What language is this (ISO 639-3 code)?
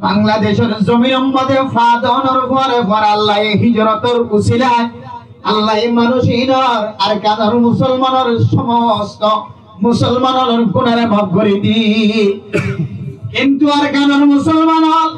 rhg